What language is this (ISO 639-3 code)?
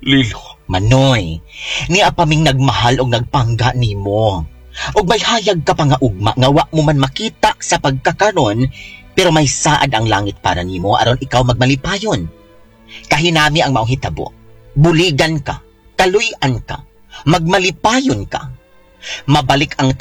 ceb